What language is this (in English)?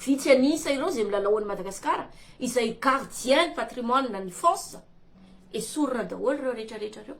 Malagasy